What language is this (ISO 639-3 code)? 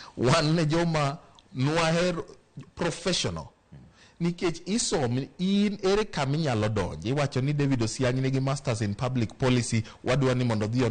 luo